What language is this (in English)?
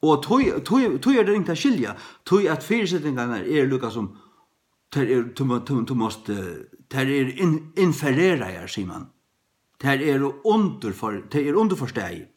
Faroese